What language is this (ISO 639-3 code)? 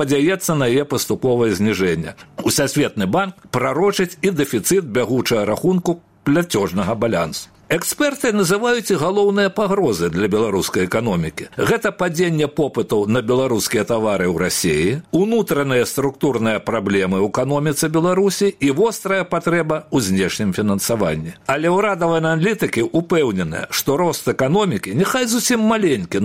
bel